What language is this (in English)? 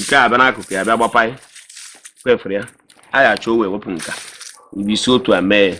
Igbo